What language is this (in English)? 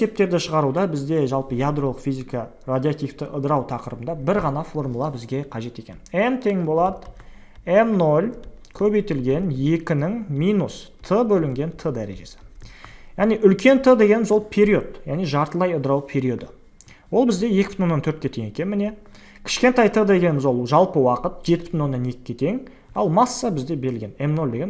Kazakh